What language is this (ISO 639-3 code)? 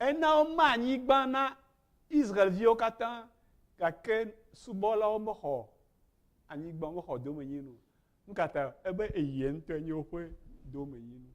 ewe